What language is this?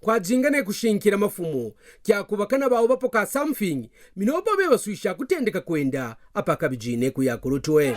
Kaonde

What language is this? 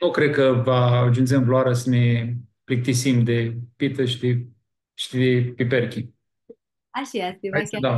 Aromanian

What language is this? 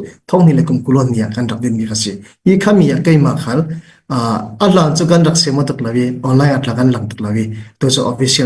Falam Chin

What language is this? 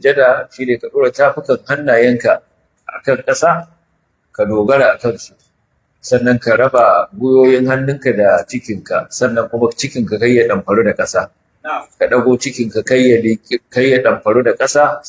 Hausa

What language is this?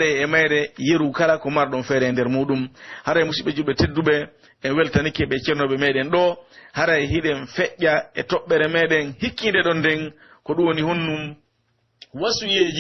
Pular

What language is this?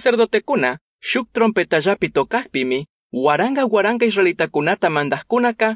Chimborazo Highland Quichua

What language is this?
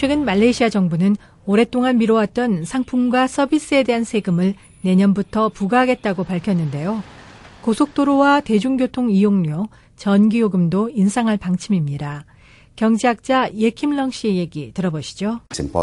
Korean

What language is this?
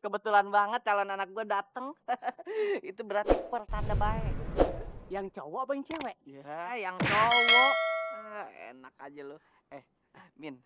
Betawi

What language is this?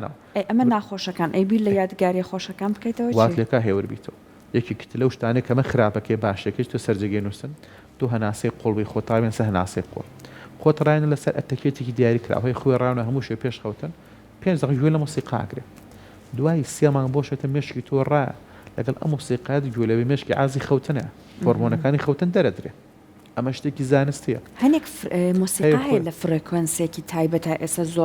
Central Kurdish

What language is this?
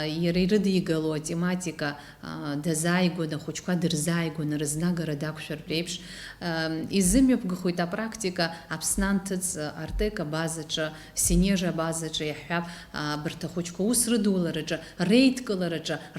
Abkhazian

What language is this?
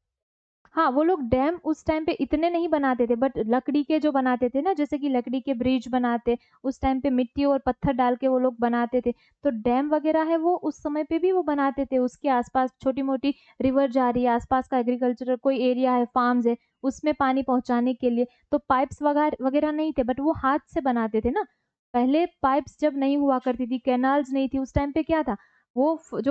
Hindi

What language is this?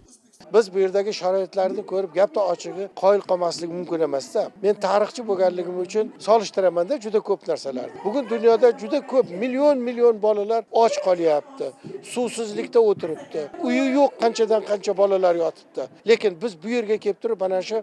Uzbek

